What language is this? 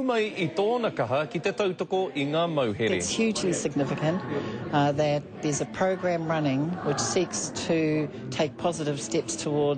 Māori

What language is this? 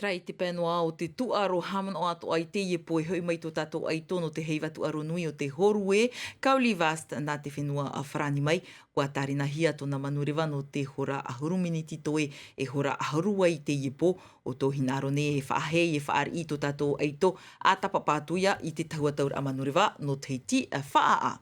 Tahitian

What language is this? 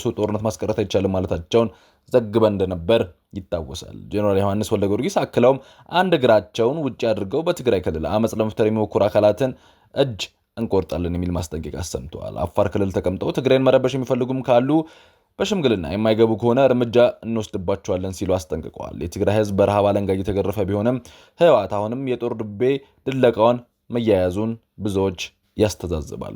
Amharic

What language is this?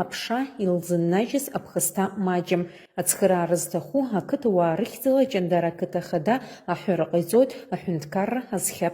Abkhazian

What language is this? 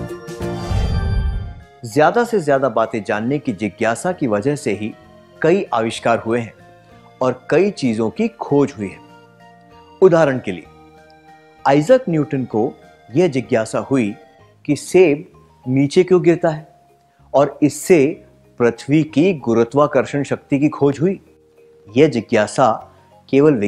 Hindi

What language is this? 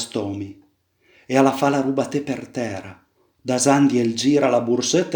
Piedmontese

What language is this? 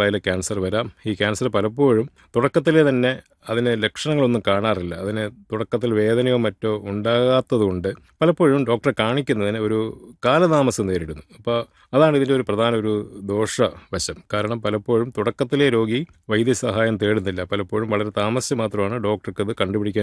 Malayalam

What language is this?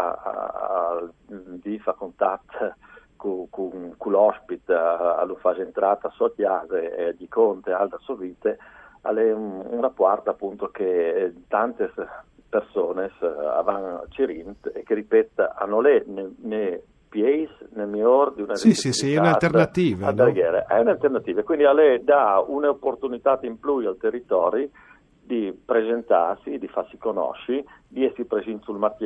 Friulian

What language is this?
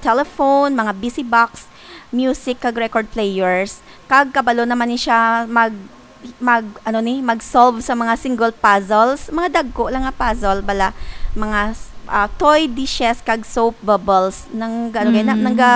Hiligaynon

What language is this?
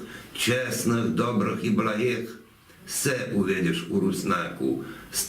Rusyn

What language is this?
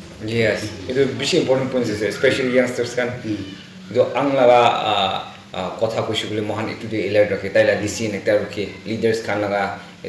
Naga Pidgin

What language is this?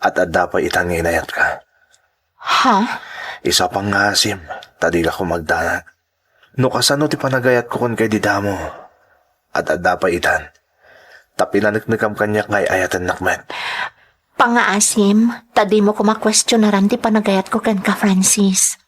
Iloko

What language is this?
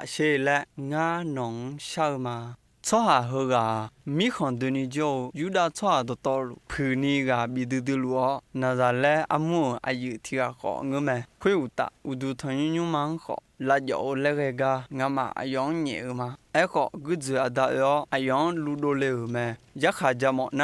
Akha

